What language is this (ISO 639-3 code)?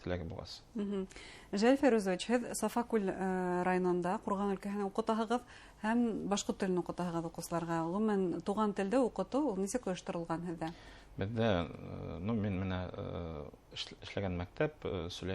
bak